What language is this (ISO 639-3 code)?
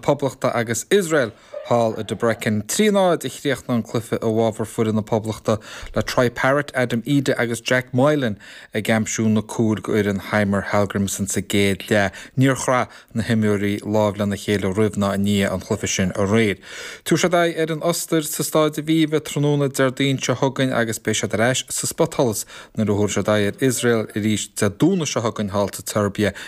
gle